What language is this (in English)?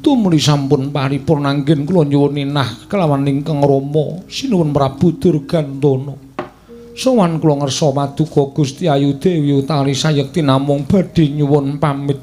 Javanese